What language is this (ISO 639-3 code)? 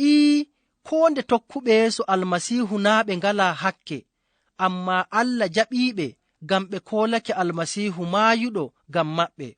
ful